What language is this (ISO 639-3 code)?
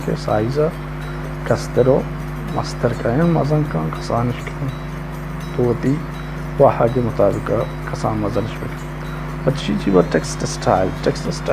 bal